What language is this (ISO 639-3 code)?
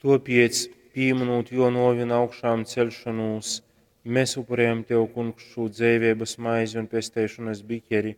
ltg